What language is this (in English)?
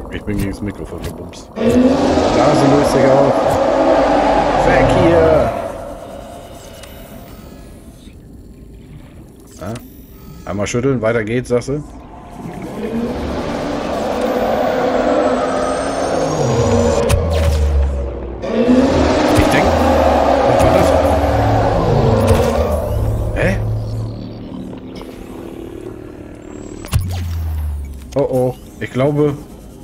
German